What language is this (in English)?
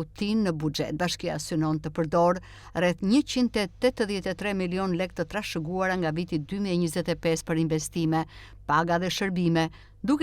Albanian